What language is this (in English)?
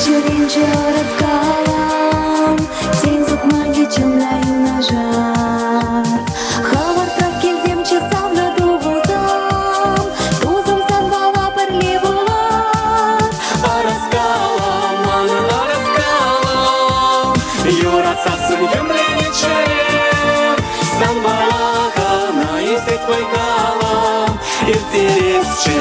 Chuvash